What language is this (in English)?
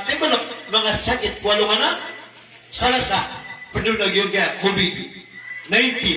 Maranao